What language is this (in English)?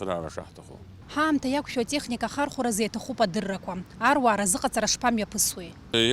Abkhazian